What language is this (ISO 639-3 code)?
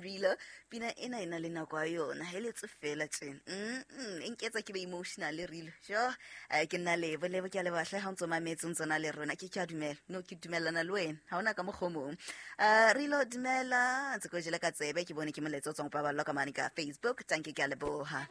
sot